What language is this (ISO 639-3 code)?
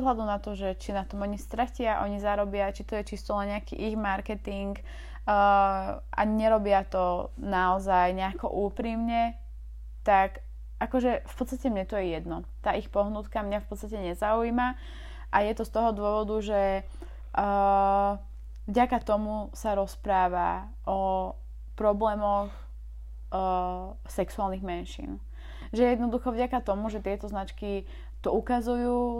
slk